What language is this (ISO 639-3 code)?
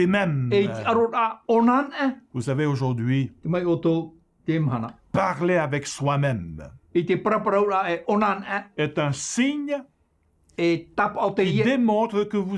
tah